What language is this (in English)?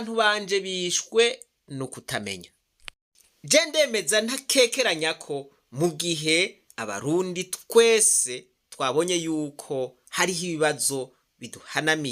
Rundi